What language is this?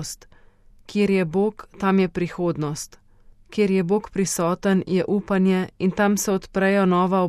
Slovenian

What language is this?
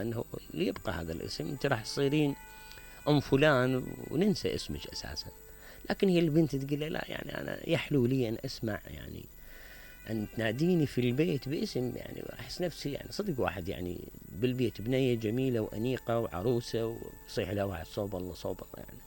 Mesopotamian Arabic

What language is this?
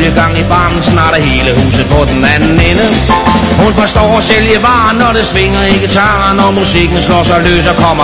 Danish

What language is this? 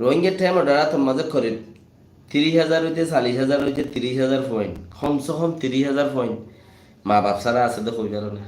Rohingya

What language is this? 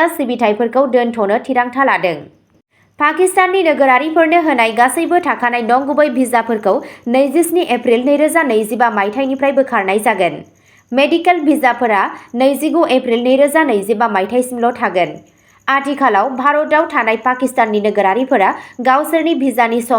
Bodo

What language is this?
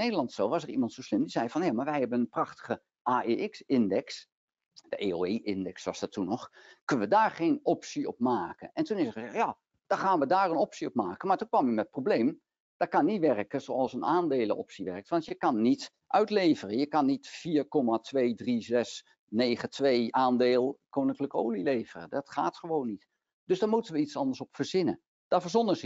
Dutch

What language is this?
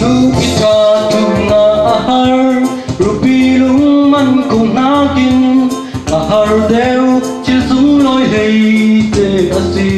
Falam Chin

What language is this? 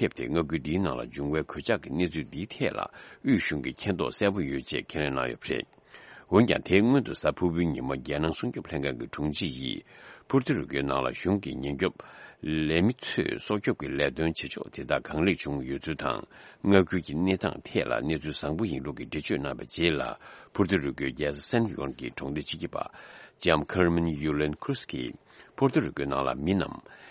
Tibetan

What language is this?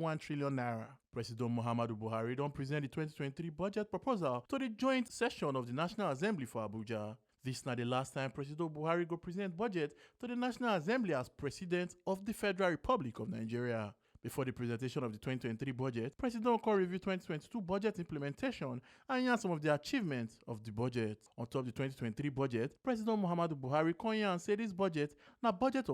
Nigerian Pidgin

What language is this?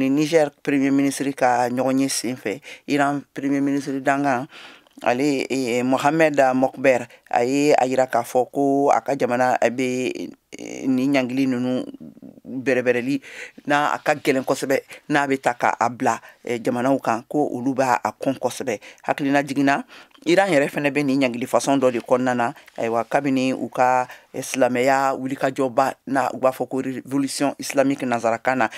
Bambara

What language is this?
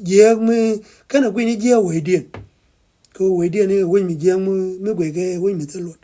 Nuer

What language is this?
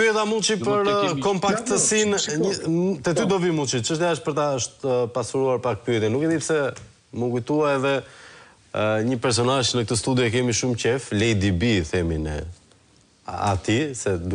Albanian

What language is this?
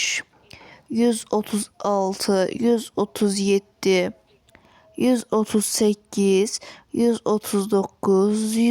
Azerbaijani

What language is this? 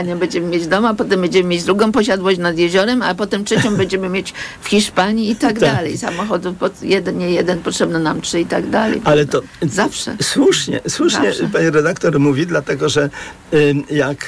Polish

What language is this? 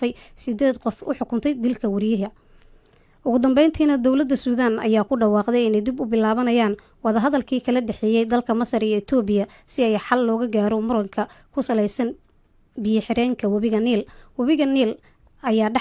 Somali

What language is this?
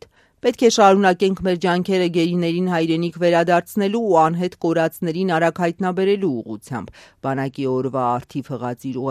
Armenian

